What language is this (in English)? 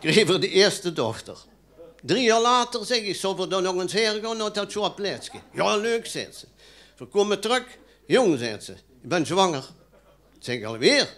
Limburgish